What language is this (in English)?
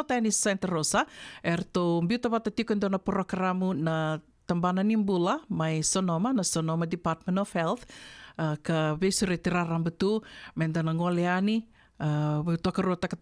Fijian